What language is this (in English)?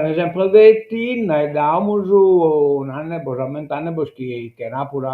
Sardinian